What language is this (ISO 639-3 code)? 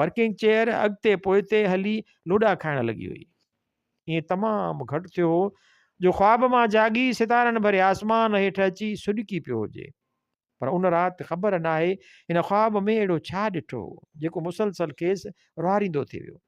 snd